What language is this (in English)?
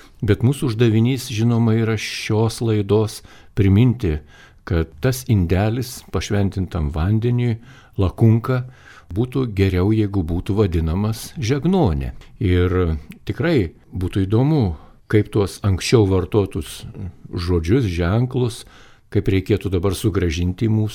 Lithuanian